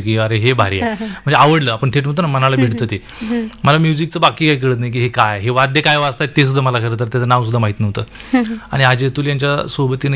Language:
Marathi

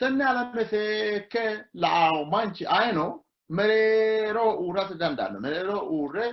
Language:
Sidamo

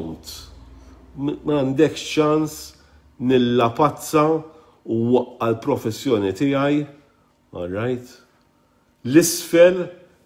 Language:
Maltese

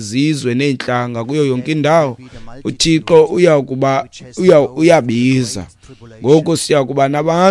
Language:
Xhosa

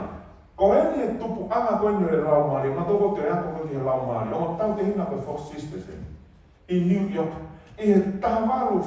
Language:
Tongan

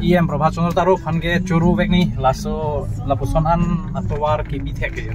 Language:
Karbi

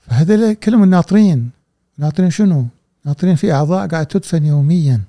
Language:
Gulf Arabic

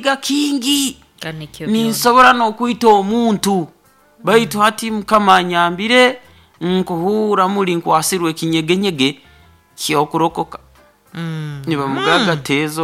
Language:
Nyoro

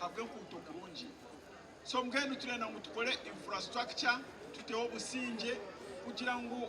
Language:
Nyankole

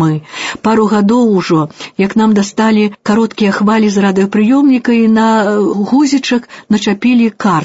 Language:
Belarusian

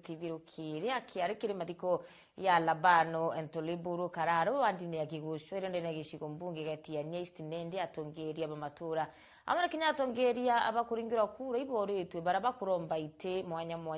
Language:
Meru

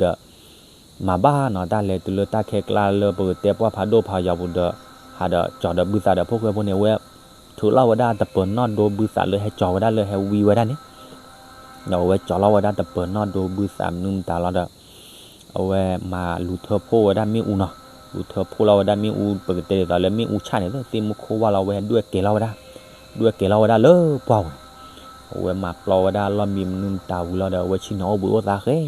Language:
S'gaw Karen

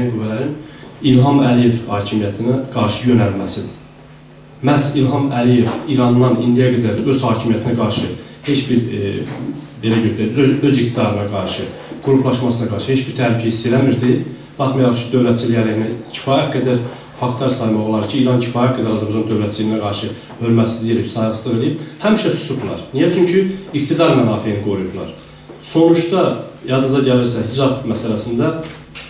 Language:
South Azerbaijani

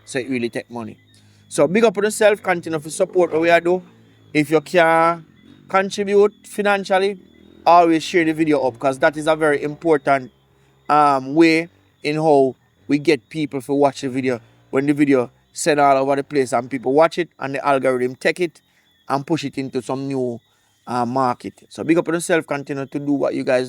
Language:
Jamaican Creole English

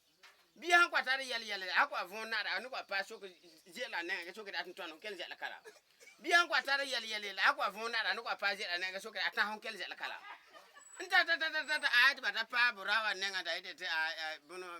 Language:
Frafra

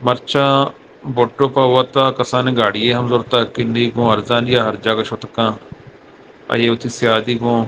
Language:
Eastern Balochi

